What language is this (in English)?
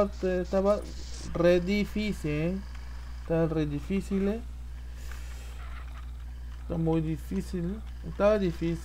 Spanish